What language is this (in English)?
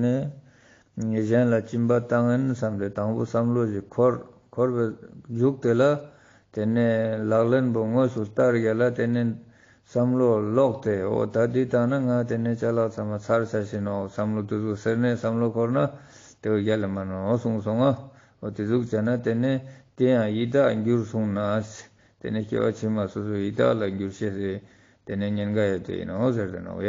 Ladakhi